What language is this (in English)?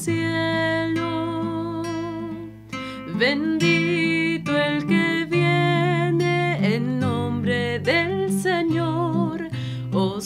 Spanish